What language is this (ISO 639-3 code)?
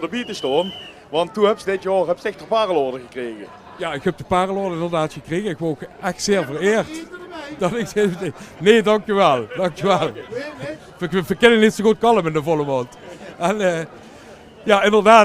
lim